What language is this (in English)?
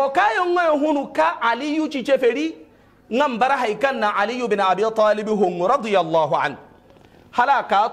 Hausa